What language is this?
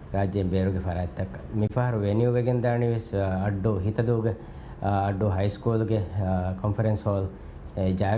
Divehi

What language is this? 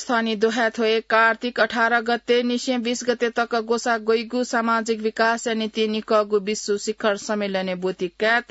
Newari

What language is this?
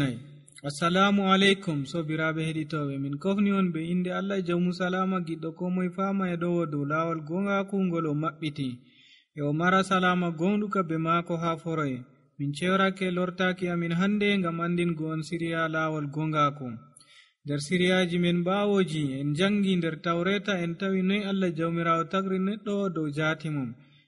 Nigerian Fulfulde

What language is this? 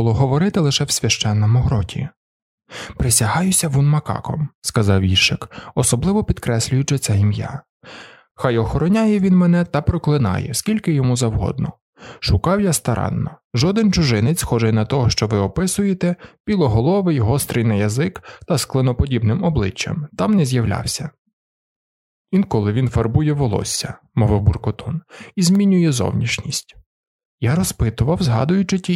Ukrainian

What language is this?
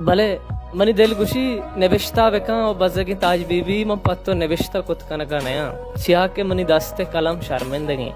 Baluchi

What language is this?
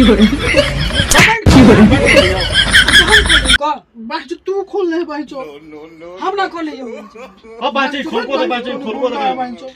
Magahi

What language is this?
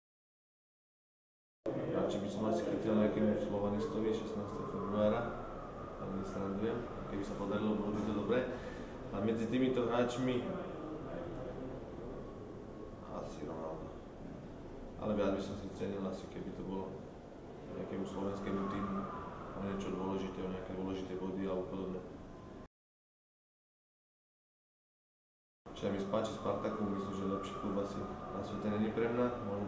Slovak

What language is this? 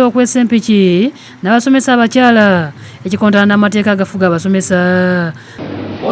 Ganda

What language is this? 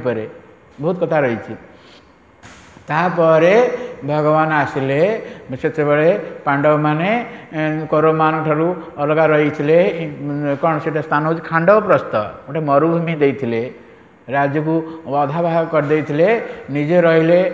Odia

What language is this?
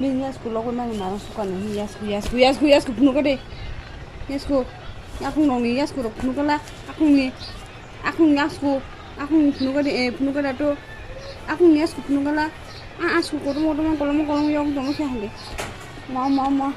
Kok Borok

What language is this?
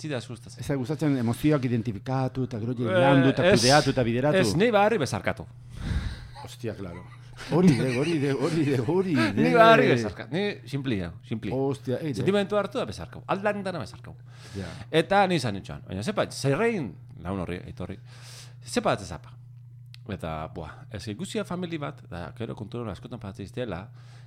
Basque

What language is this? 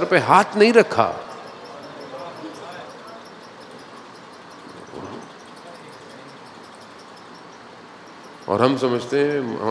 Urdu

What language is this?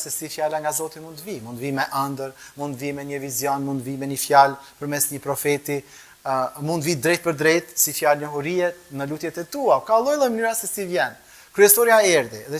Albanian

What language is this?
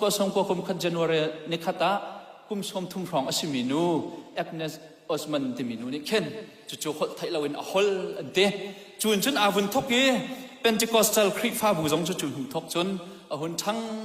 Hakha Chin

